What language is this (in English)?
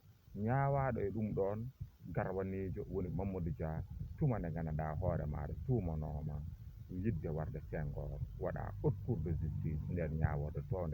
Fula